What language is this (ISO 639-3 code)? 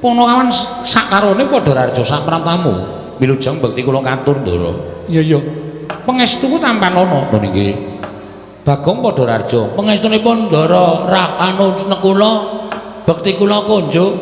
jav